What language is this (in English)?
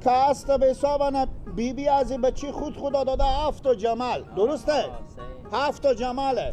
Persian